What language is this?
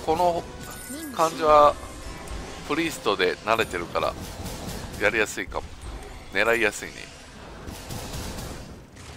Japanese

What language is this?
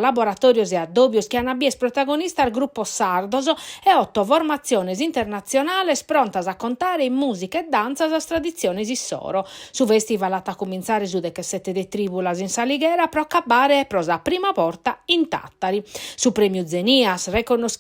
Sardinian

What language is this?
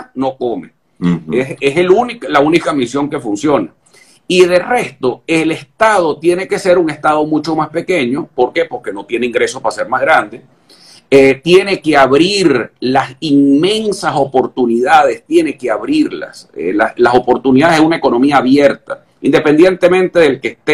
Spanish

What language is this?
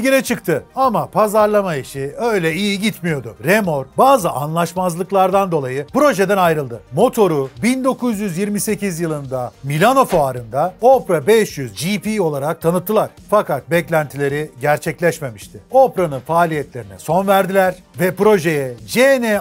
Turkish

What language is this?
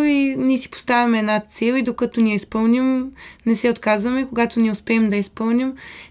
Bulgarian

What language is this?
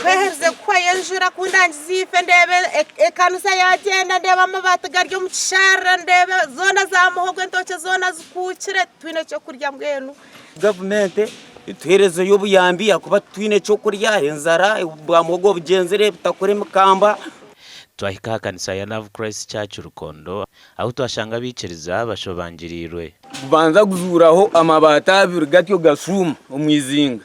Nyankole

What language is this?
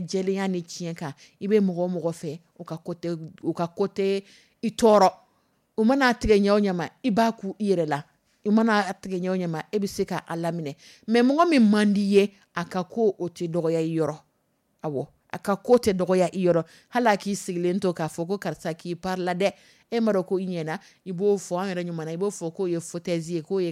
Dyula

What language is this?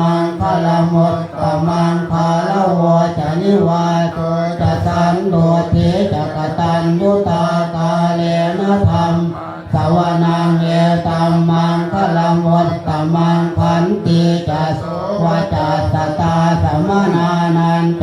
Pali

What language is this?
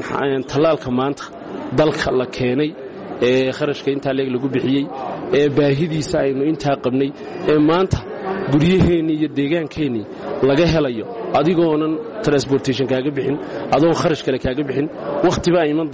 Somali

